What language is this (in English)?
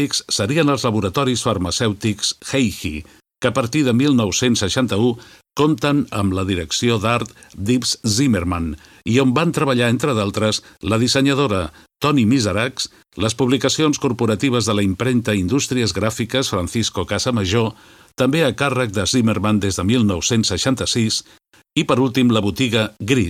Catalan